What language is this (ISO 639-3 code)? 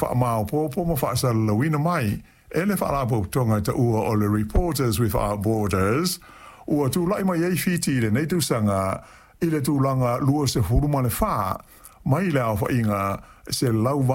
smo